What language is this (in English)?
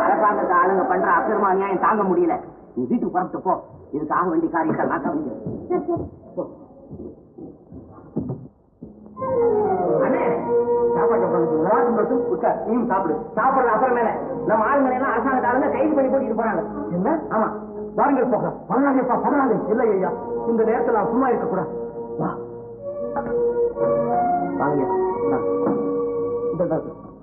Tamil